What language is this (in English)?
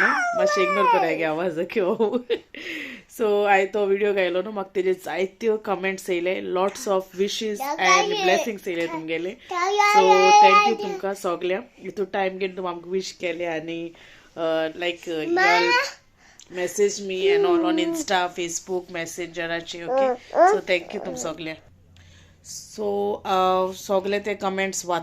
Konkani